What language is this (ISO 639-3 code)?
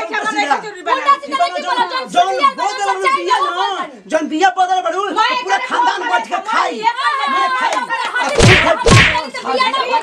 bho